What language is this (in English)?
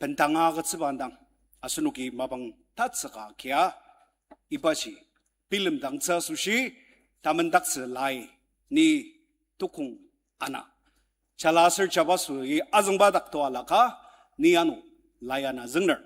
Ao Naga